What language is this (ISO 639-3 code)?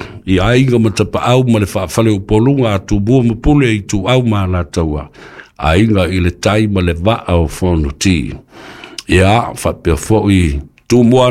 smo